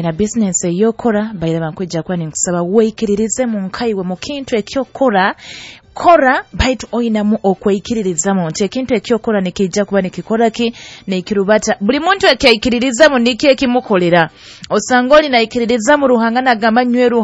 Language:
Nyoro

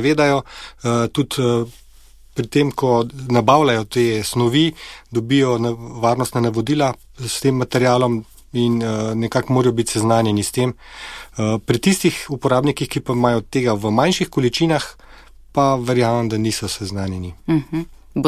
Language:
Slovenian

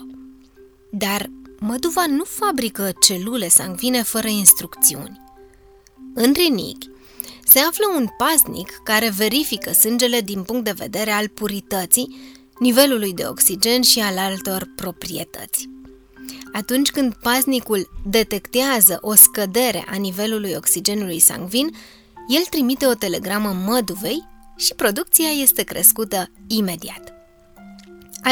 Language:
Romanian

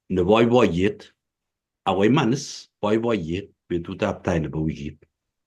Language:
Kalenjin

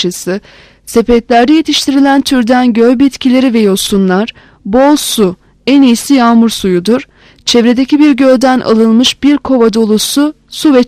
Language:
Turkish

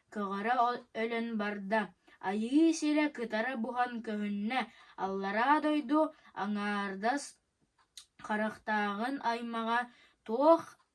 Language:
Yakut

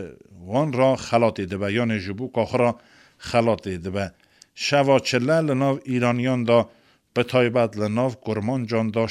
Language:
Kurdish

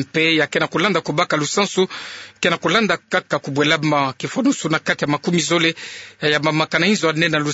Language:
Kituba (Democratic Republic of Congo)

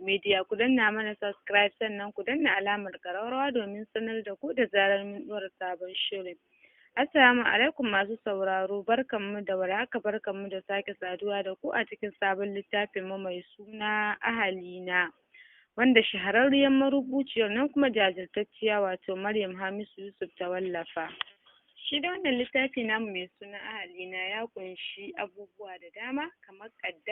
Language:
Hausa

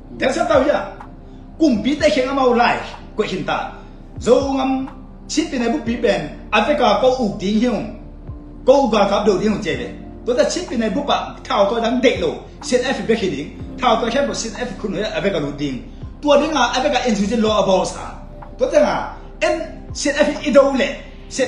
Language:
Tedim Chin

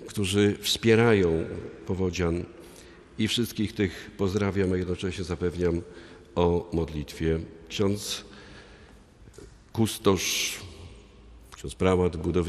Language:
Polish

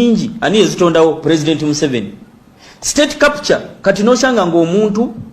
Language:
Ganda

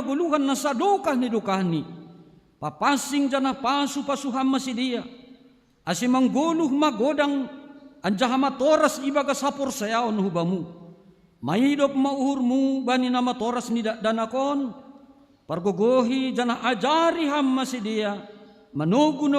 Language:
Batak Simalungun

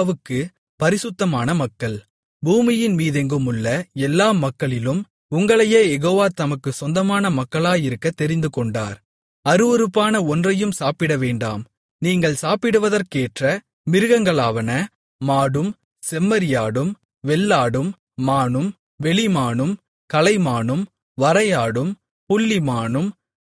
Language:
Tamil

